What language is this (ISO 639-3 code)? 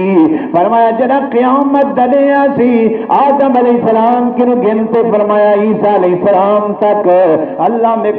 skr